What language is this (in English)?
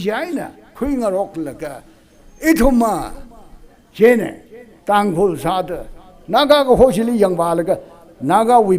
Tangkhul Naga (India)